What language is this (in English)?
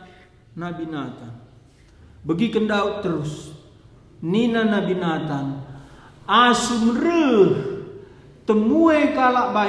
Batak Karo